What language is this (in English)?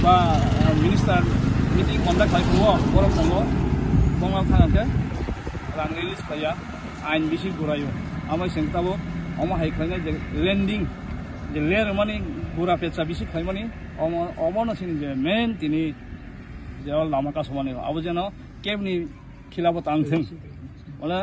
Kok Borok